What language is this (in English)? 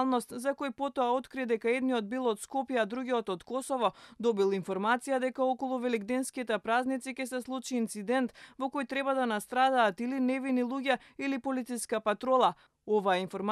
Macedonian